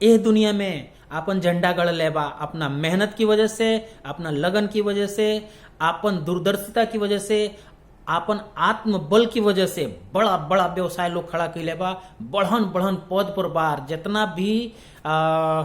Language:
Bhojpuri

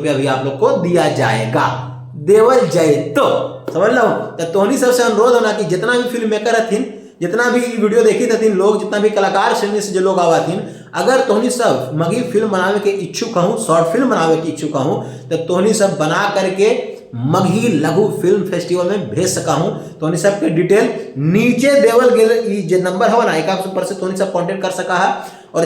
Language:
Magahi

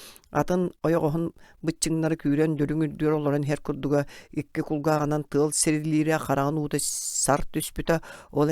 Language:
Yakut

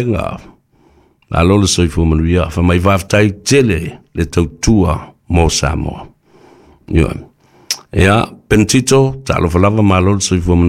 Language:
Samoan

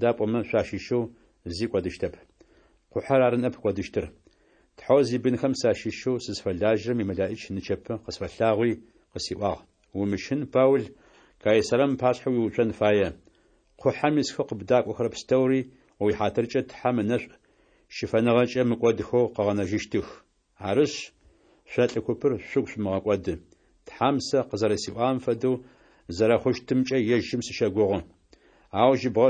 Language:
Adyghe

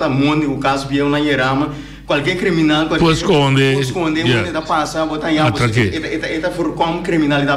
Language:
Papiamento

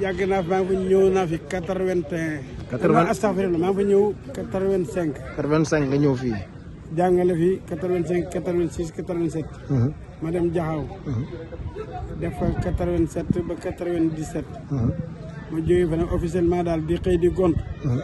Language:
Wolof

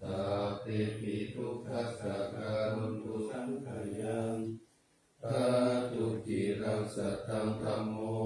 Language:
Pali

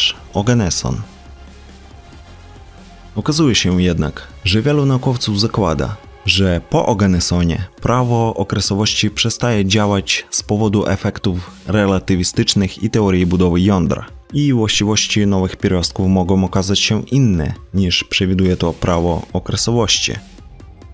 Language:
Polish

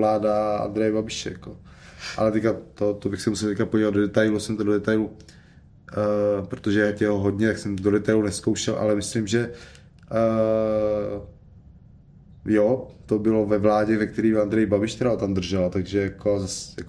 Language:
Czech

